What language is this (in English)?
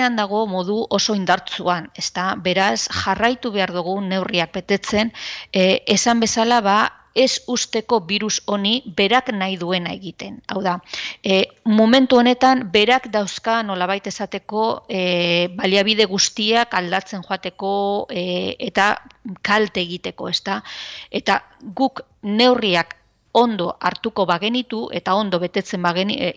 Basque